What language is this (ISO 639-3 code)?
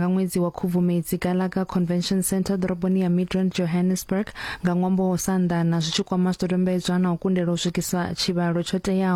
ven